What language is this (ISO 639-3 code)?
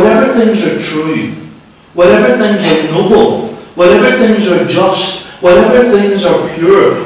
eng